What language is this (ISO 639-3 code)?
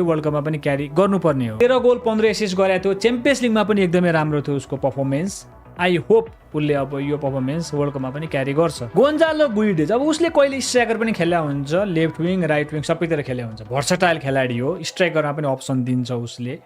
nep